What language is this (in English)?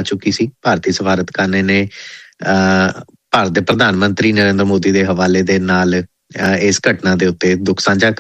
Punjabi